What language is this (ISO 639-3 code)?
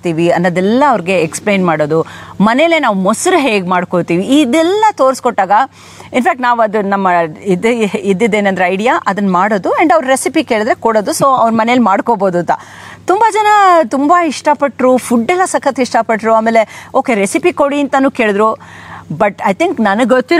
kan